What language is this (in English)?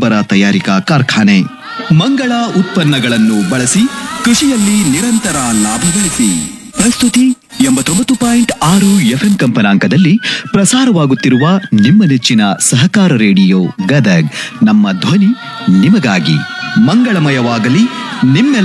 Kannada